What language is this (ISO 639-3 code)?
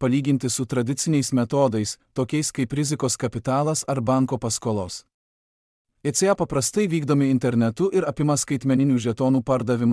lit